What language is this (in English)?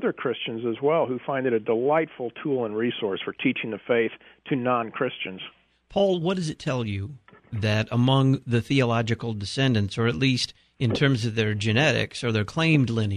English